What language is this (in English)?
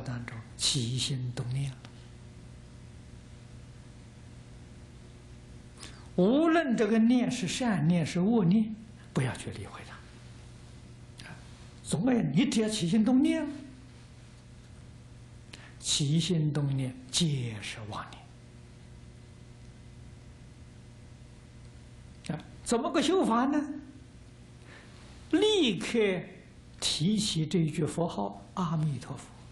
Chinese